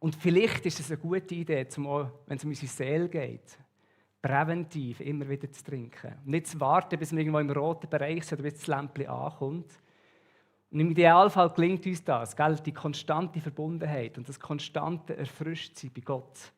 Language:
Swiss German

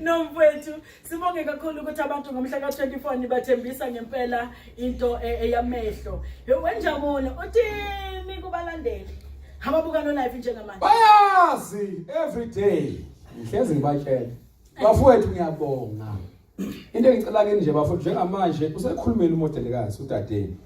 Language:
Zulu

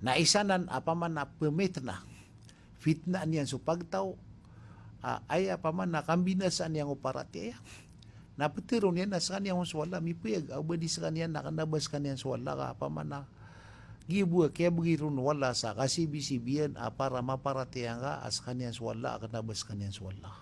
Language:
Maranao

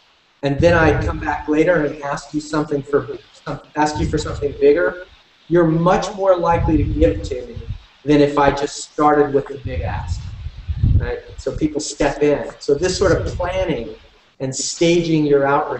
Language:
English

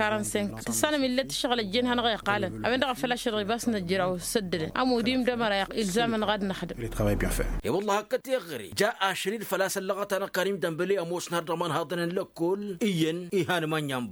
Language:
Tamasheq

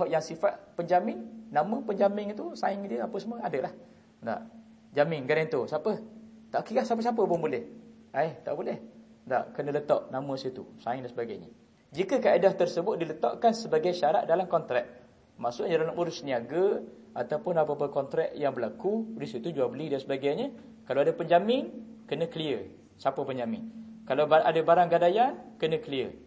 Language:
Malay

